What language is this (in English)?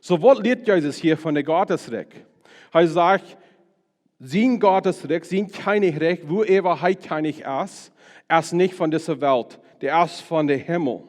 Plautdietsch